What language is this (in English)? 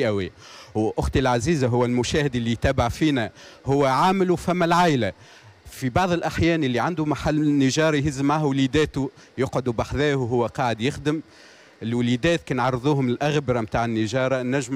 Tunisian Arabic